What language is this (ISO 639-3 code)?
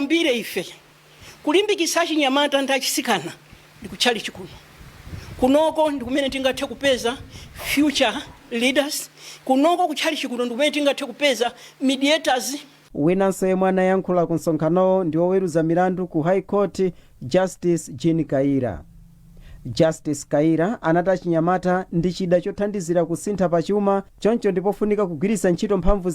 nya